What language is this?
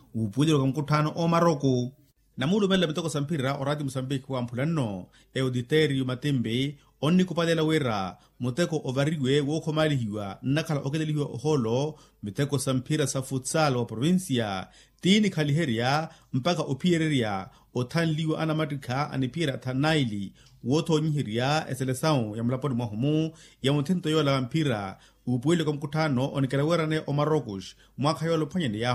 Makhuwa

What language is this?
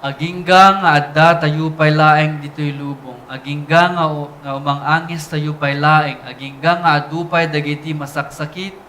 Iloko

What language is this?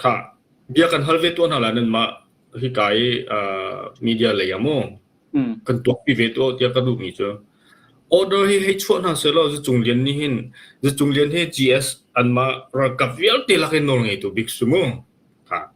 Hakha Chin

